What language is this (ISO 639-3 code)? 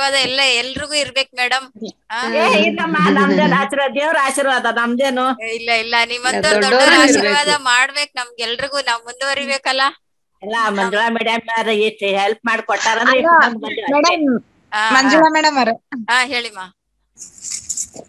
kan